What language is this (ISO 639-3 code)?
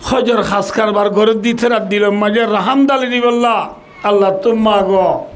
rhg